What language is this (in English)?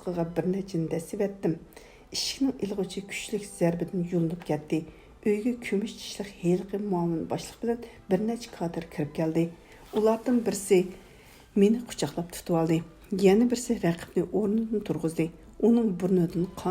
Uyghur